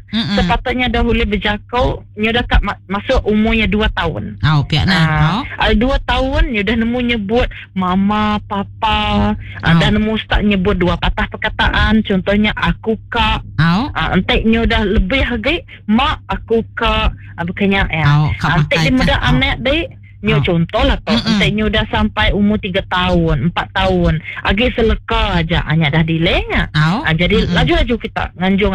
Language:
Iban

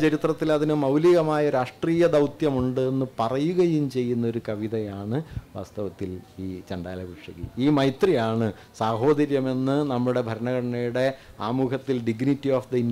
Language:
Malayalam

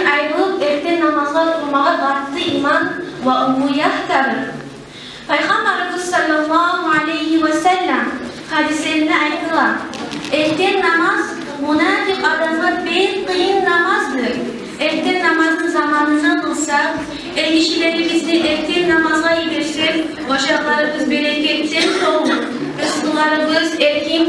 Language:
Kumyk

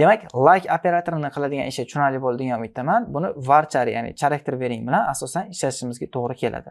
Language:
Uzbek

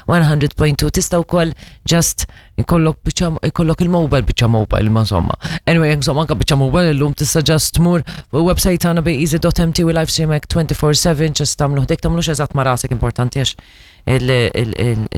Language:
Maltese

